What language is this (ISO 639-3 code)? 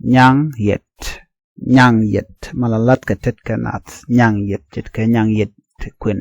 nus